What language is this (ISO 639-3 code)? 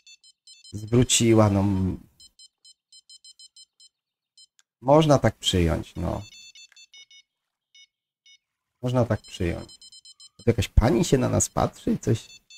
pol